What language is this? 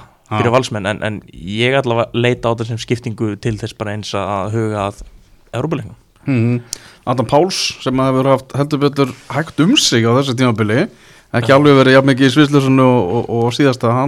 Icelandic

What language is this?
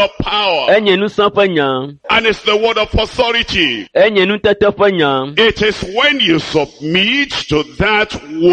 Ewe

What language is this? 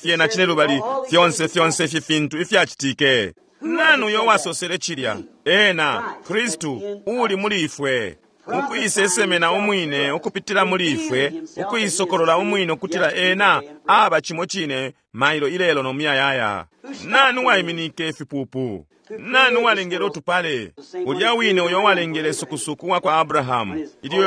Bemba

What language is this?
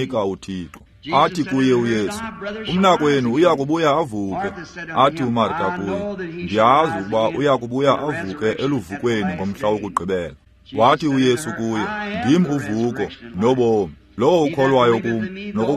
Xhosa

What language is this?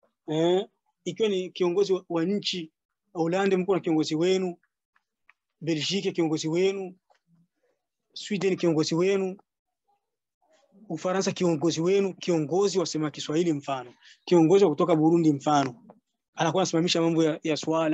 Swahili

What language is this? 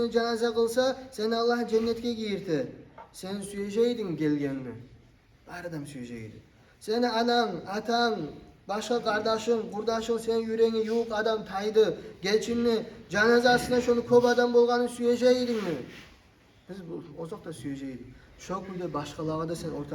Kumyk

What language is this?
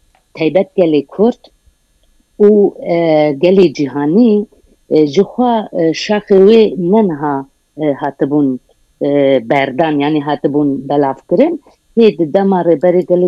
Kurdish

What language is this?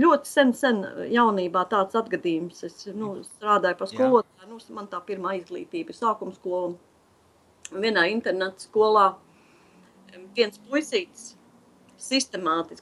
Latvian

